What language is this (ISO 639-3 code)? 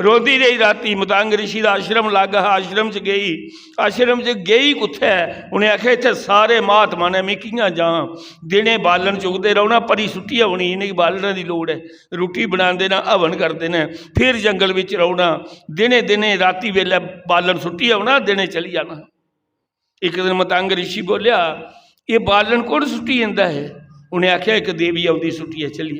doi